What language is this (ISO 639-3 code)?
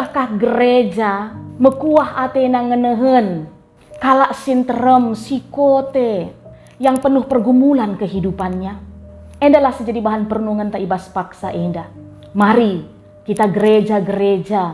btx